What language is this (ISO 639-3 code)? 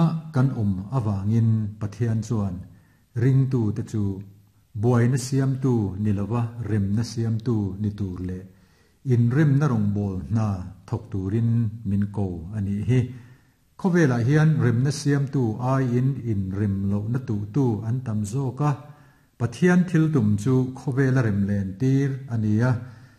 lus